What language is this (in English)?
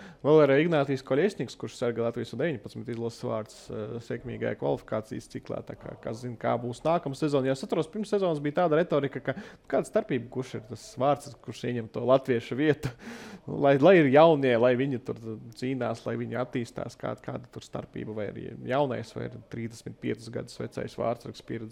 Latvian